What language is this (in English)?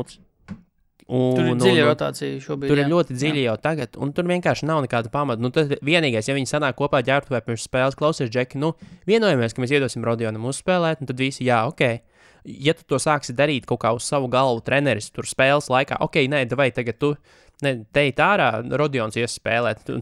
Latvian